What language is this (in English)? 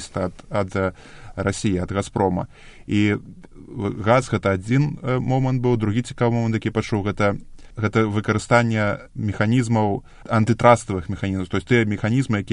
Belarusian